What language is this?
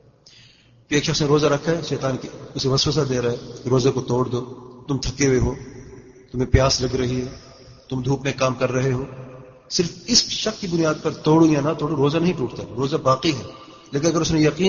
Urdu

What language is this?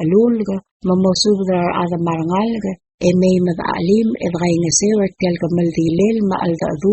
Palauan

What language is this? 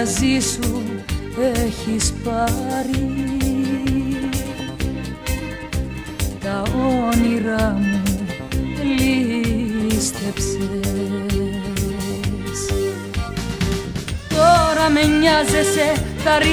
Greek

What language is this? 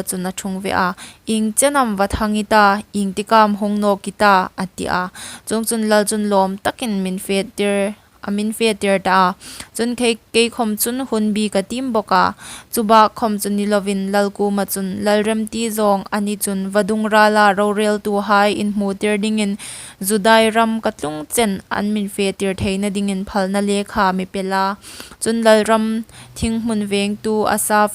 Hmar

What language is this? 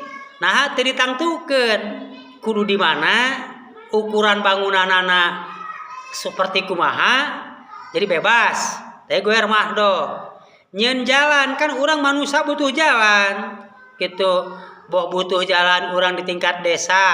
Sundanese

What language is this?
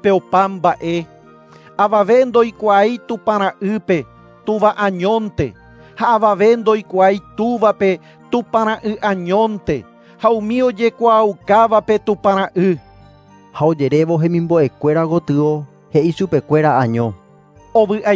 Guarani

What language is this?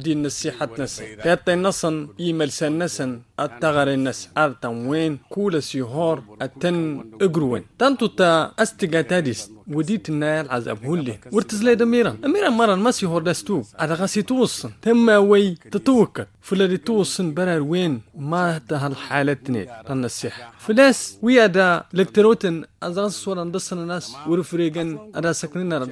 Tamasheq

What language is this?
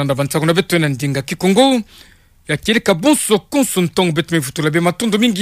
Kituba (Democratic Republic of Congo)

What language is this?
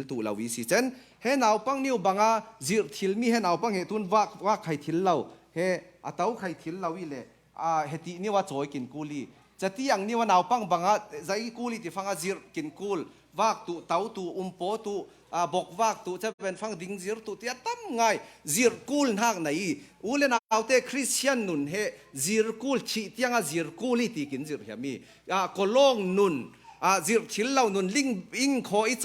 Falam Chin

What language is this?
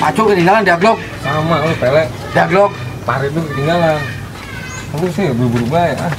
Betawi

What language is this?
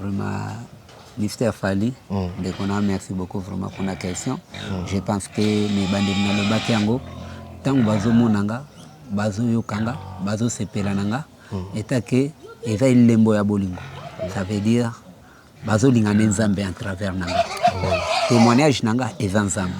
Lingala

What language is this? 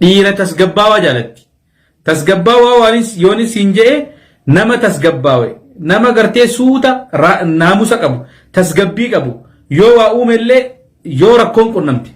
Oromo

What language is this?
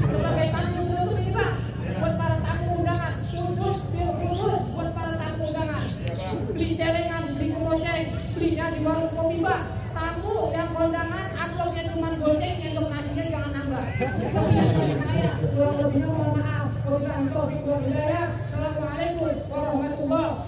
Betawi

